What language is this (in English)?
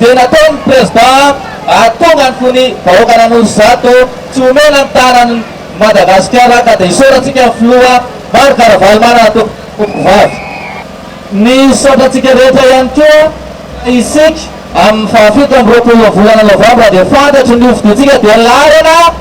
Malagasy